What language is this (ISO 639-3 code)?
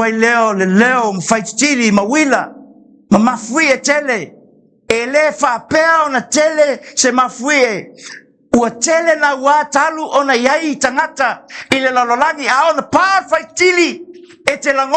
smo